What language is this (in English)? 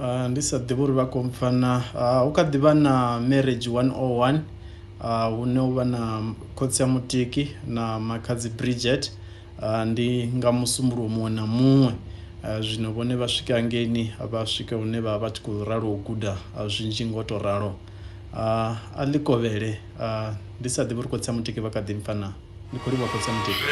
Venda